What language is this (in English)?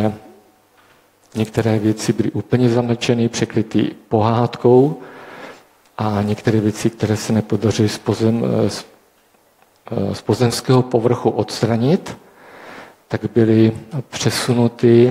Czech